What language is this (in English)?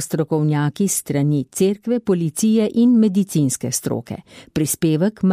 Slovenian